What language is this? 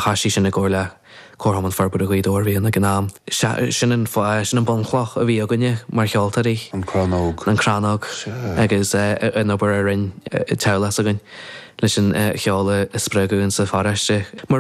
Irish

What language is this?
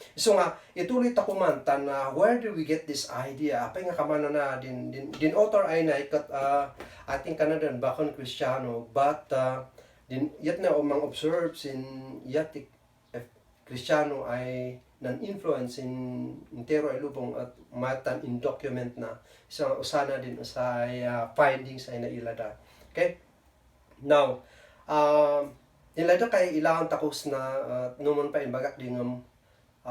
Kankanaey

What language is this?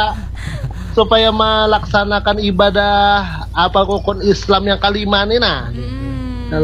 Banjar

